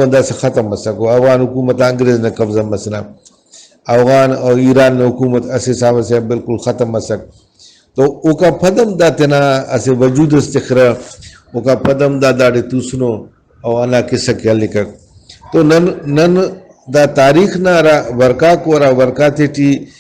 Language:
Brahui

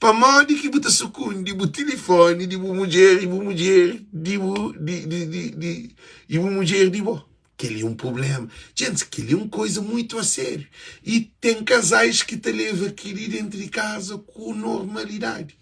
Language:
Kabuverdianu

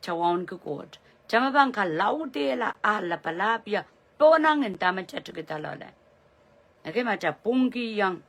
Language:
Pohnpeian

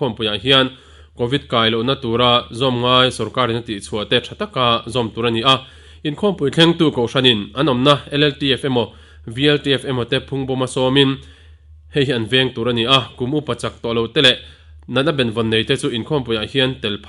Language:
Mizo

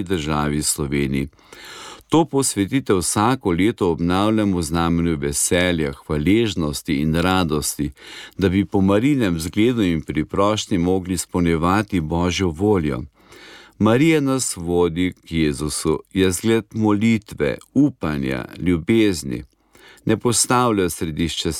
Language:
Slovenian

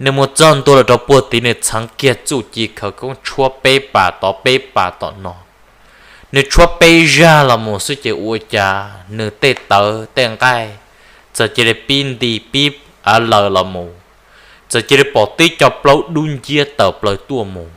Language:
Hmong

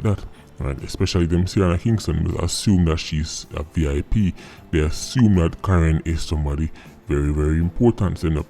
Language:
Jamaican Creole English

